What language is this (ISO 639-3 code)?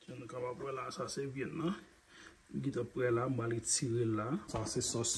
hat